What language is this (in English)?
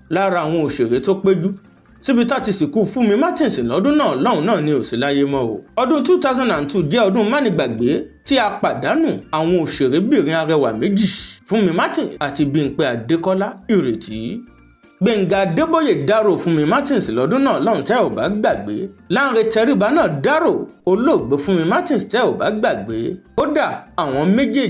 Yoruba